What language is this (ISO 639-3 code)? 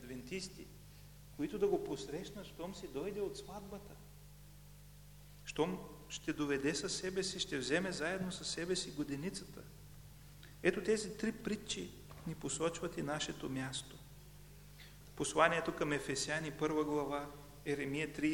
bul